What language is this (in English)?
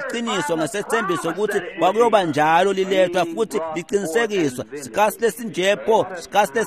Swati